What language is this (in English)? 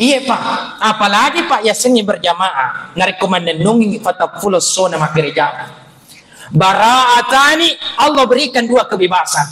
Buginese